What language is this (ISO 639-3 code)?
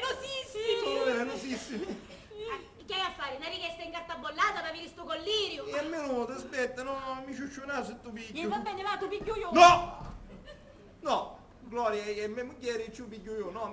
scn